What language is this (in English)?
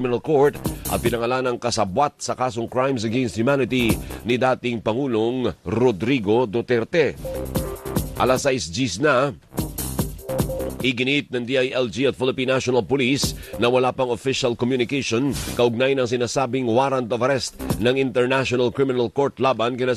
Filipino